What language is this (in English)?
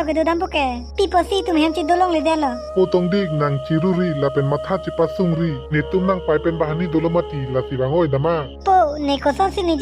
Karbi